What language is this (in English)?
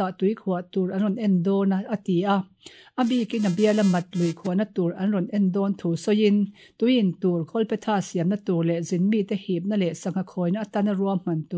Mizo